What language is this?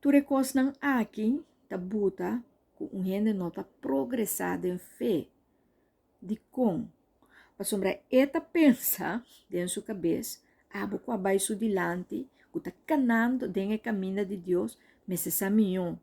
Papiamento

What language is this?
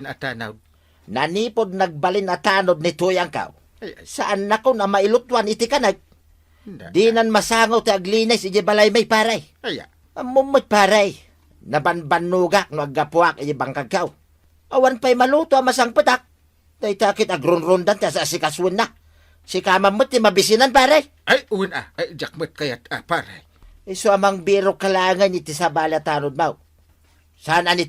Iloko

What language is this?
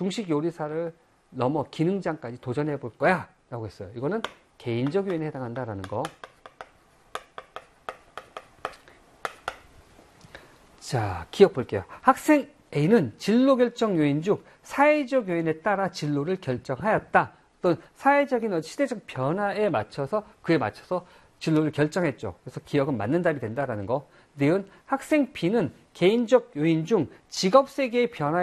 Korean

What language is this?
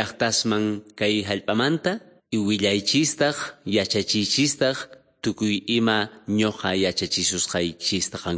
South Bolivian Quechua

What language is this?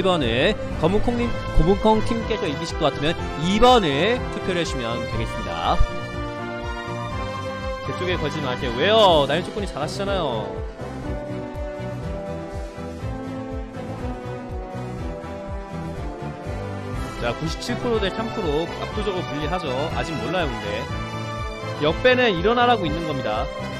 Korean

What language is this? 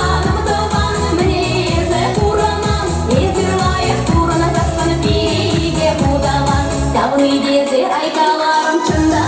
Chuvash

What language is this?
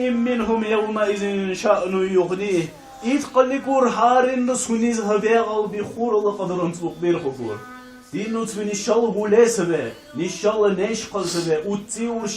Dargwa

